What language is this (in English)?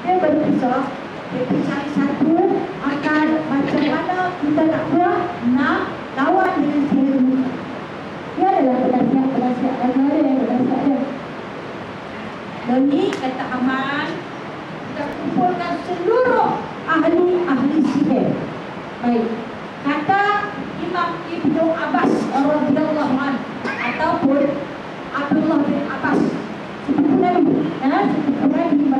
Malay